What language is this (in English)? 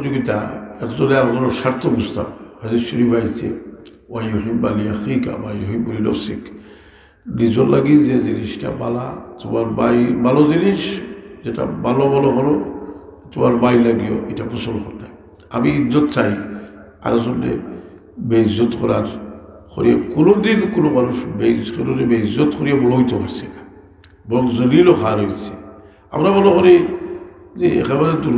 Sylheti